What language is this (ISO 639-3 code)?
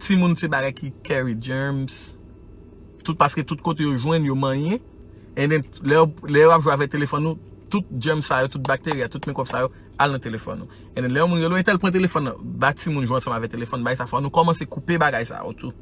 hat